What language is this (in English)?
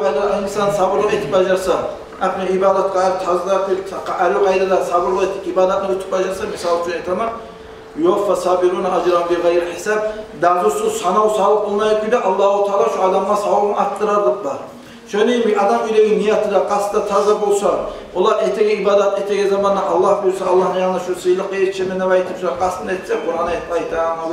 Kumyk